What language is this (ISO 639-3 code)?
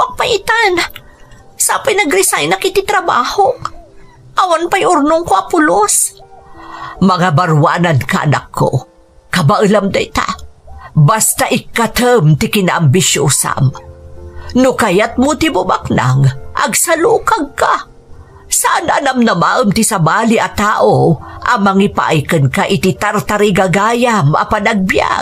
ilo